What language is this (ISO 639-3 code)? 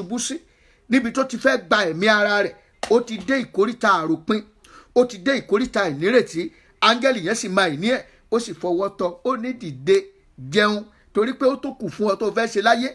yor